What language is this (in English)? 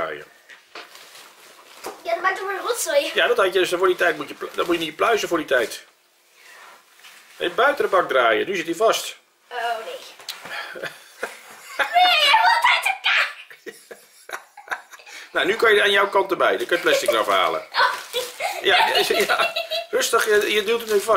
Dutch